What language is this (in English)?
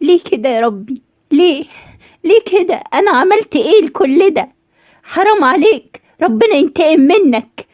Egyptian Arabic